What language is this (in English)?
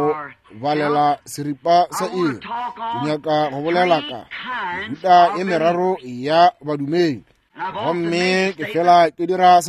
Northern Sotho